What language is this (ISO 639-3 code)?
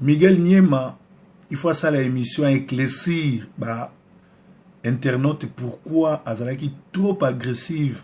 lin